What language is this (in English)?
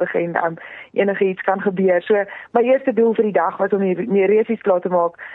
Afrikaans